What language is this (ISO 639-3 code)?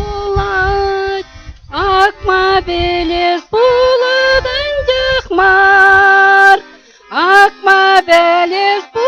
chv